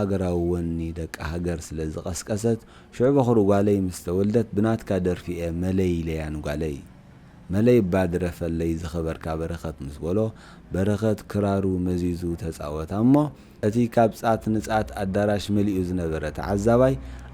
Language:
Tigrinya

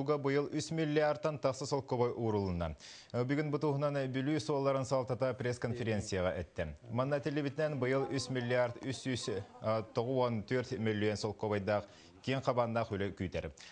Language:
Yakut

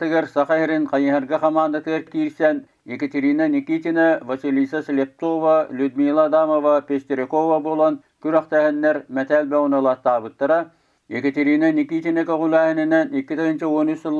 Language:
Yakut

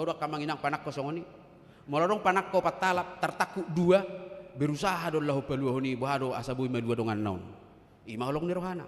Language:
Batak Toba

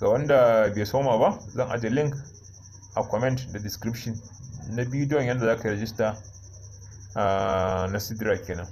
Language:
Hausa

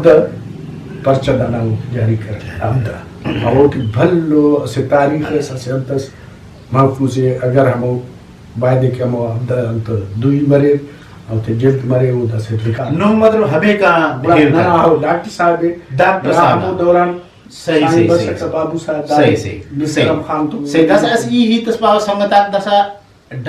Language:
Brahui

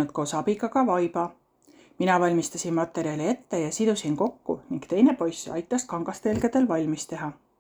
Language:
Estonian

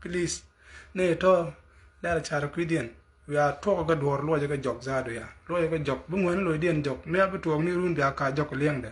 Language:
Nuer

